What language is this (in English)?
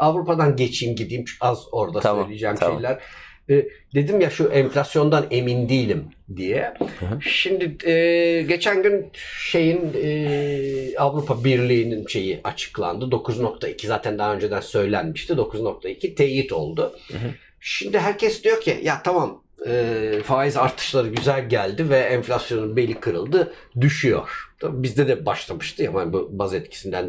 Turkish